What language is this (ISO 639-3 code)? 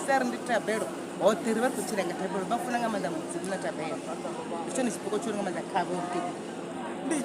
ven